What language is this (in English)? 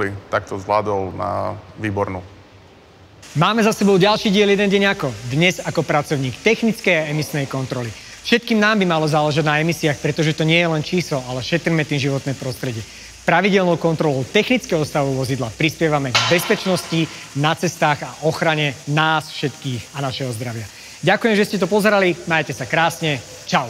Slovak